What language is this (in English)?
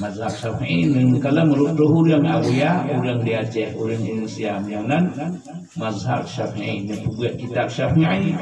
Achinese